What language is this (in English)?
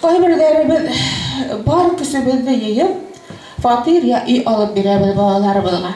Bashkir